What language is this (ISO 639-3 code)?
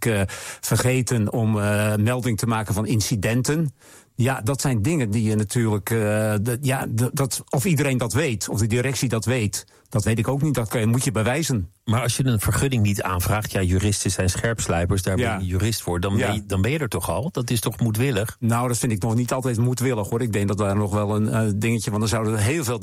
nld